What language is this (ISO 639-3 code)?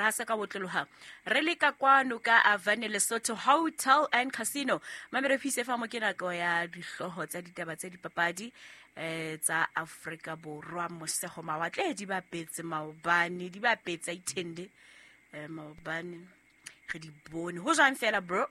sot